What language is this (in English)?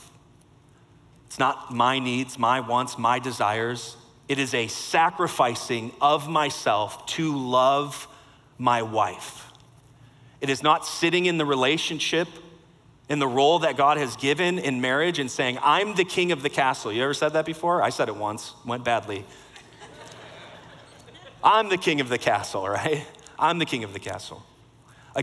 English